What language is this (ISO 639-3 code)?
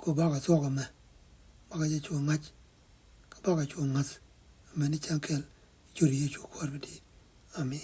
nus